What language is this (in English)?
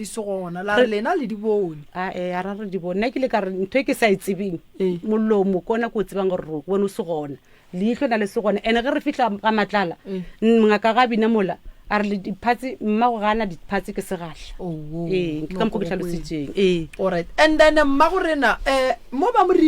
Northern Sotho